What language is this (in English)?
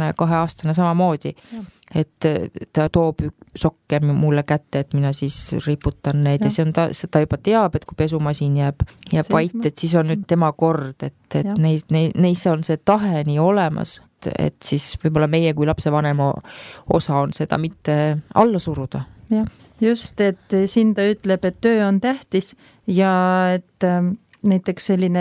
Estonian